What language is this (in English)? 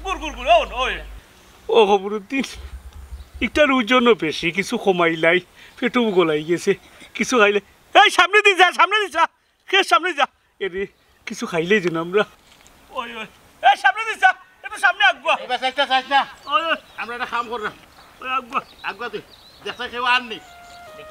Sylheti